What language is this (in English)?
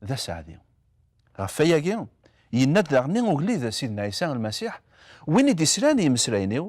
Kabyle